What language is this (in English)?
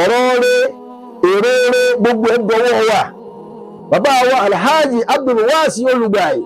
Yoruba